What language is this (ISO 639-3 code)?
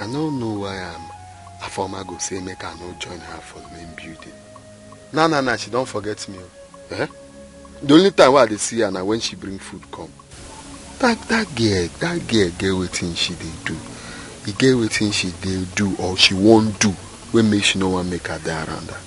pcm